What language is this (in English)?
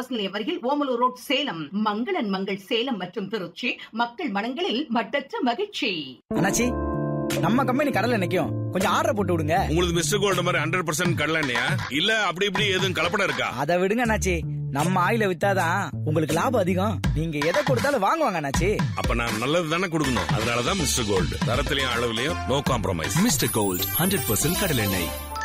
Tamil